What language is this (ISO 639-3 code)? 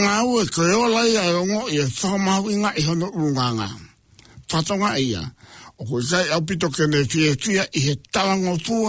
ton